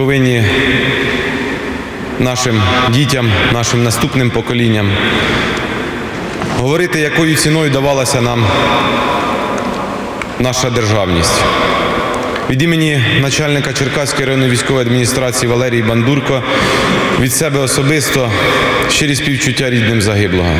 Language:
Ukrainian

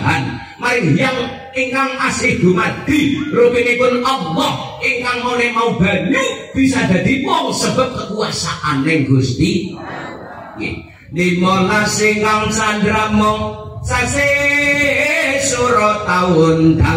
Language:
Javanese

